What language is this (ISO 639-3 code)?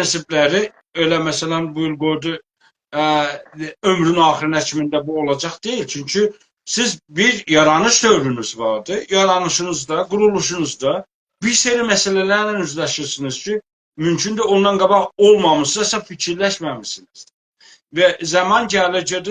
azb